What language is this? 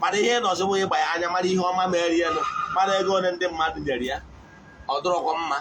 Igbo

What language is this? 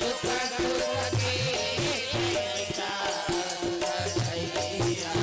Chhattisgarhi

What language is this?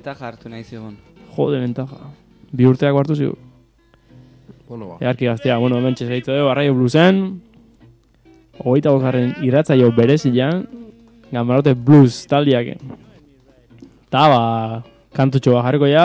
Basque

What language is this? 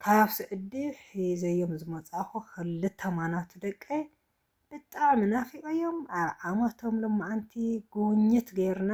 Tigrinya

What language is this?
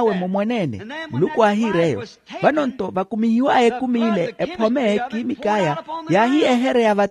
Makhuwa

